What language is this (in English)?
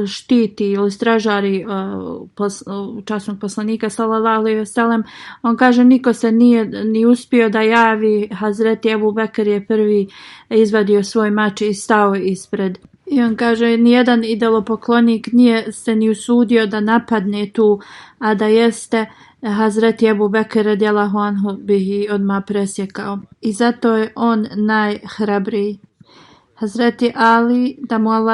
Bosnian